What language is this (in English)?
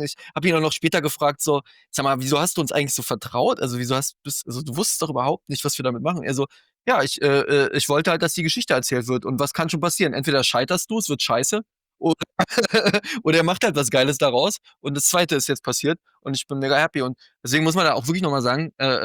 German